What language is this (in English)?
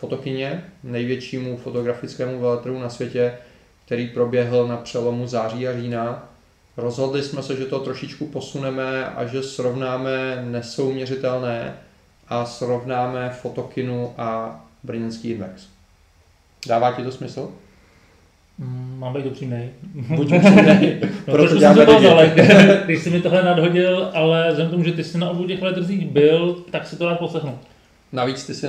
Czech